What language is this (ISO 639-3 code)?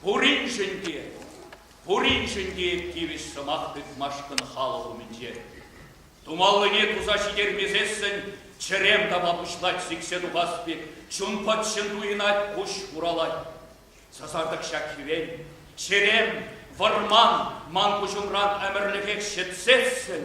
chv